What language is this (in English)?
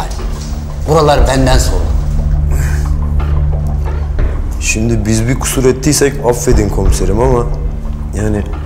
Turkish